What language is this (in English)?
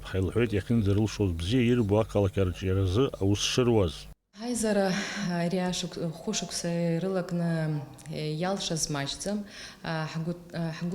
Abkhazian